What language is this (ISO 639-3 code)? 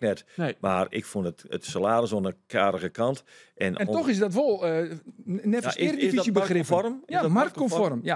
fry